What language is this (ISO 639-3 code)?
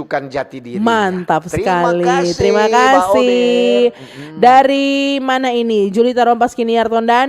xmm